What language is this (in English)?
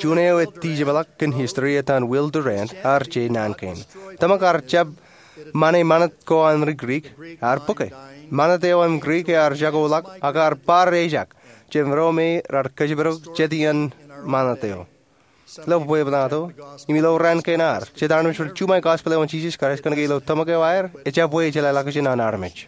Marshallese